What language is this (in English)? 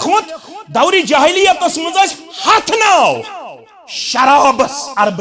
Kashmiri